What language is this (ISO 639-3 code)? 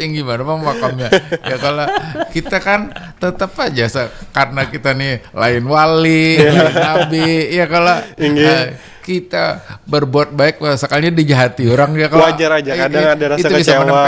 bjn